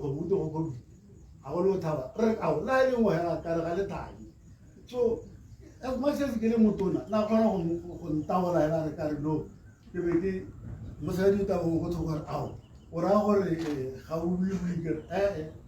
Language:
Tswana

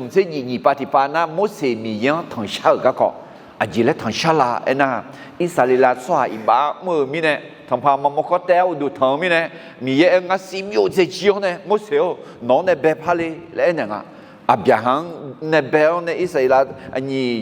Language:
Akha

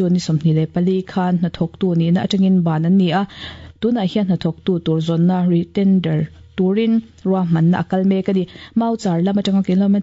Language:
Mizo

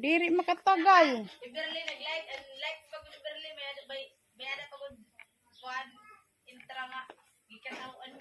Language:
Waray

